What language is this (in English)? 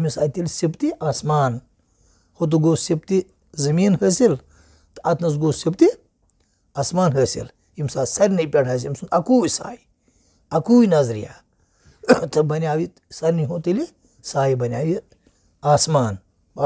Kashmiri